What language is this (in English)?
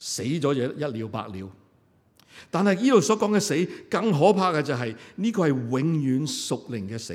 Cantonese